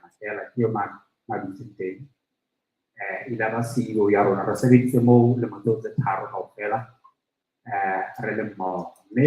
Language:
Southern Sotho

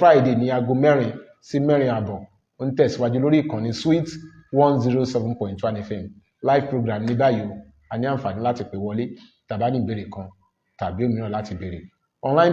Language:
Yoruba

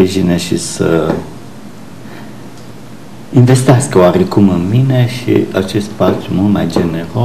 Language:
Romanian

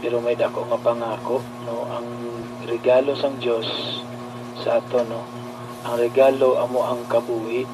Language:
Hiligaynon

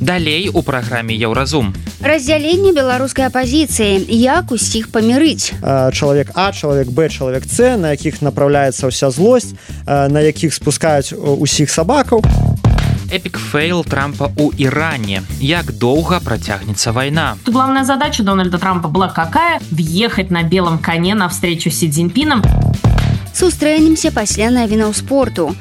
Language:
Belarusian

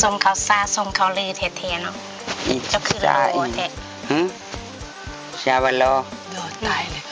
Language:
Northeastern Thai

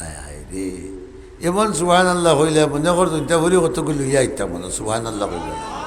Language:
Sylheti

